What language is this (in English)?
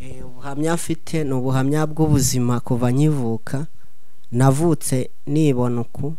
Kinyarwanda